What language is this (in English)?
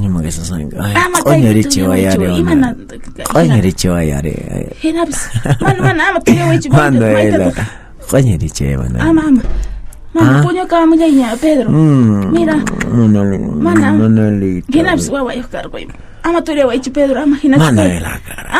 Quechua